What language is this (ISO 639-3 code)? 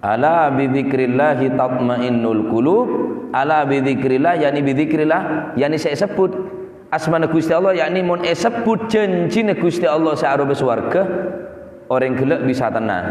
mad